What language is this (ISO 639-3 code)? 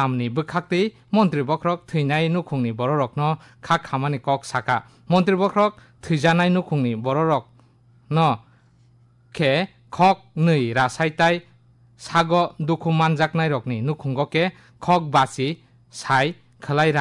trp